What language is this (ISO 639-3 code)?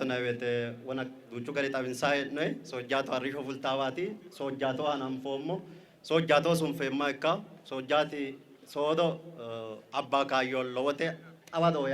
sid